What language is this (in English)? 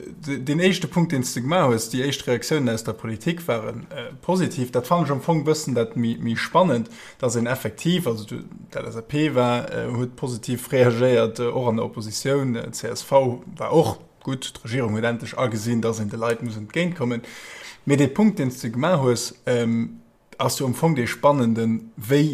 Luxembourgish